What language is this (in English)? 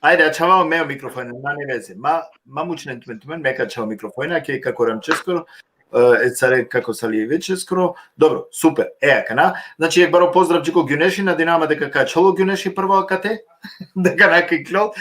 Balkan Romani